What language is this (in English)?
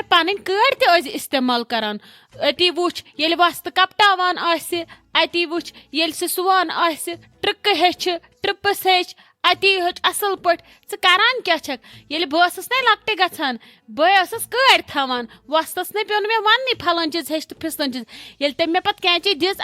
Kashmiri